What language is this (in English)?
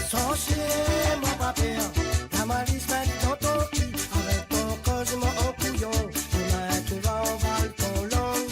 Morisyen